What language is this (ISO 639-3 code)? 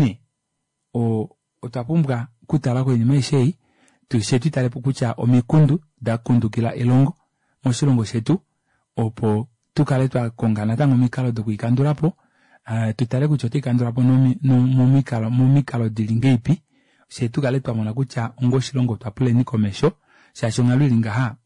kua